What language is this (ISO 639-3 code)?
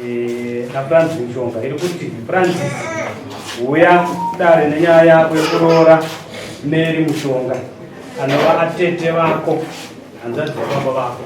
sna